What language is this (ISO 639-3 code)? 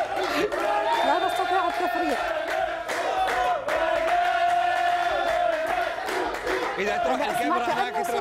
ara